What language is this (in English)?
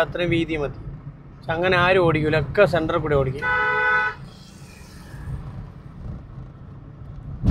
Malayalam